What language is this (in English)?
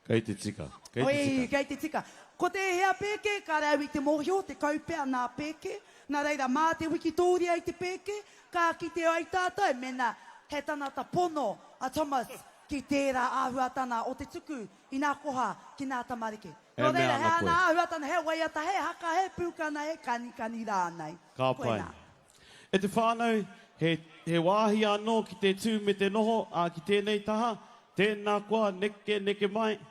Māori